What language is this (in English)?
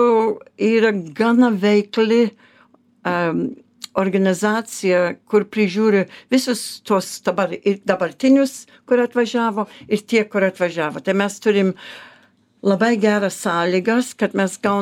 Lithuanian